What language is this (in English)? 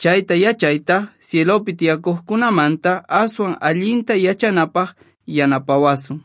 Quechua